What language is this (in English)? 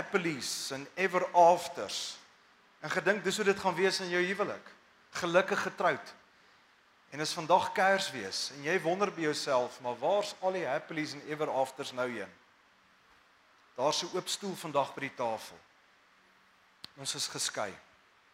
Afrikaans